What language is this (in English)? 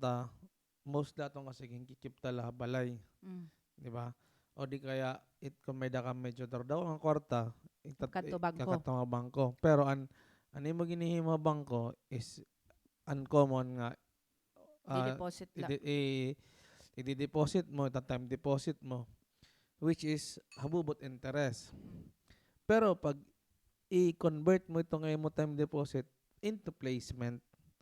Waray